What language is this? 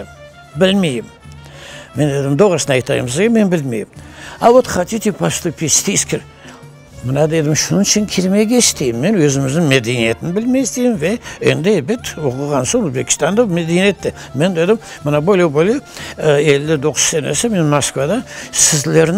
Crimean Tatar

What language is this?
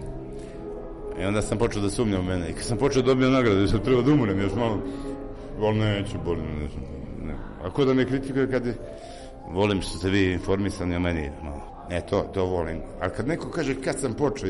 Serbian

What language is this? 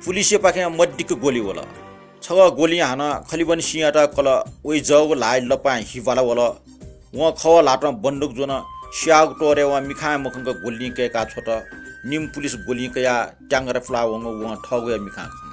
Newari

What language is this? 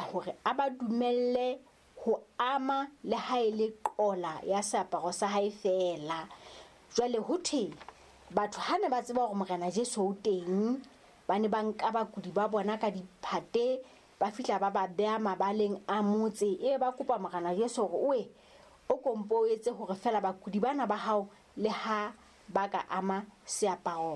Southern Sotho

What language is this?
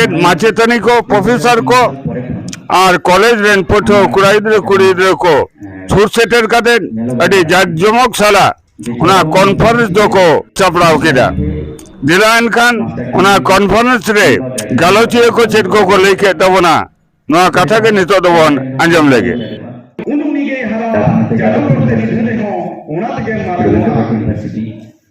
Santali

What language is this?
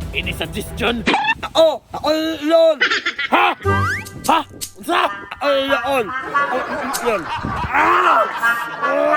Cebuano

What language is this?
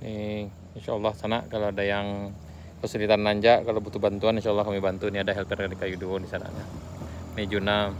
Minangkabau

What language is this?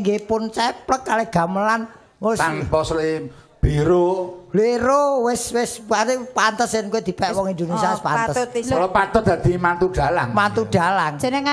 Javanese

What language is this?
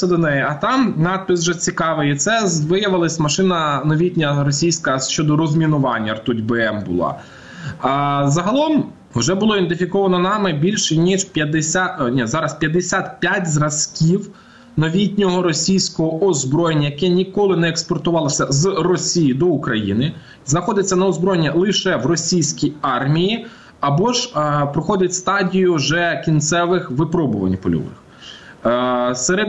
Ukrainian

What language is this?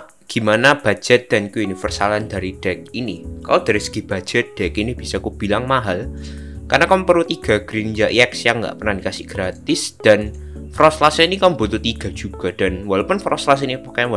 Indonesian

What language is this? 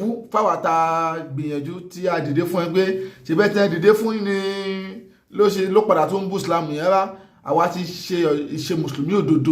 Yoruba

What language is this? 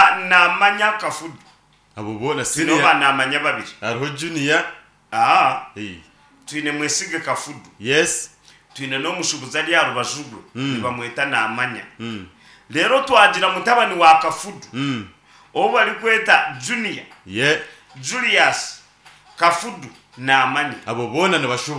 Nyankole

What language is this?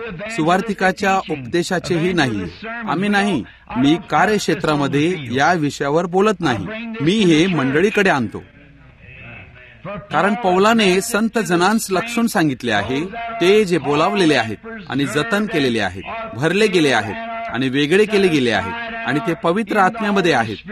Marathi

